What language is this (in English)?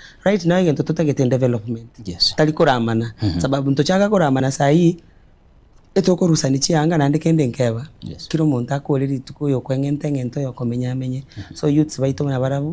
Gusii